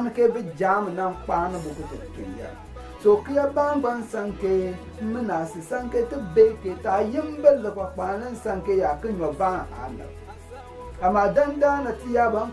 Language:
Konkomba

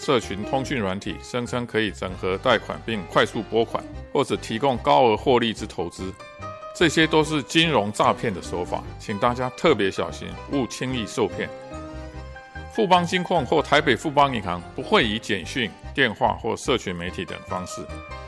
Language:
Chinese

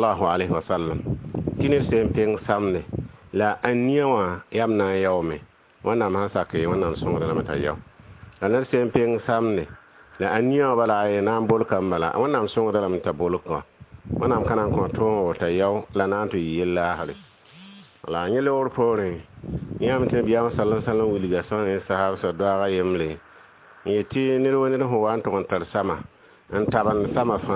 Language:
Mossi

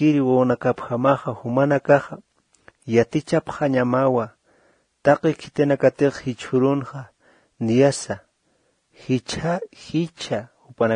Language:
Aymara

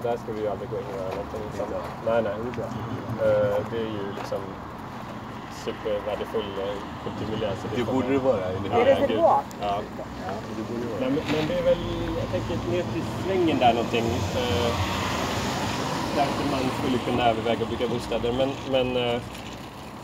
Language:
Swedish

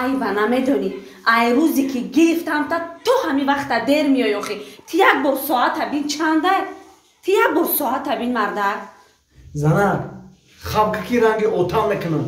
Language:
Tajik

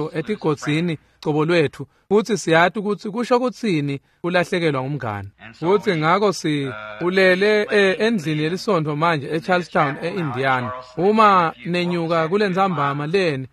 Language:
Swati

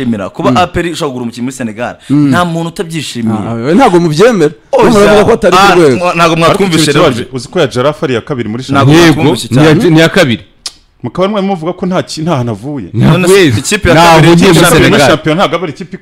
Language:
Kinyarwanda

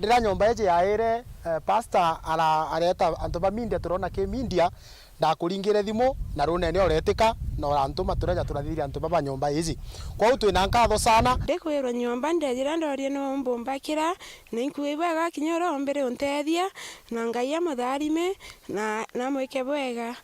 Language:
Meru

